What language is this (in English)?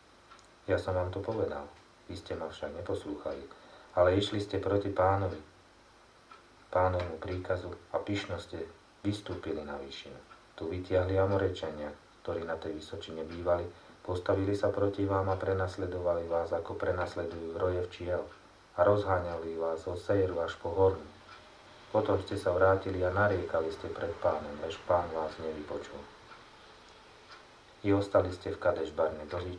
Slovak